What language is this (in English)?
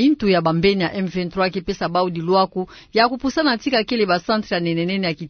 Kituba (Democratic Republic of Congo)